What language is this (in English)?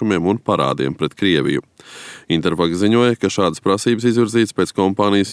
Latvian